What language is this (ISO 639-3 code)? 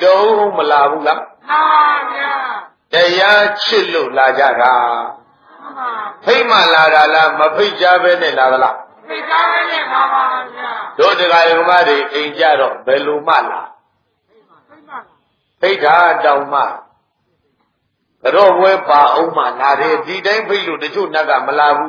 mya